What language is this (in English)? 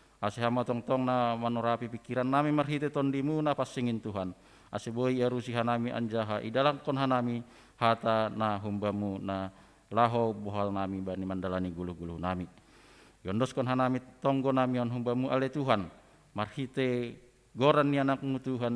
Batak Simalungun